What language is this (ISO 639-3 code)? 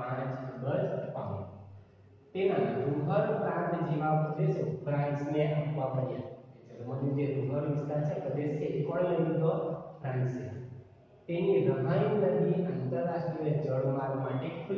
guj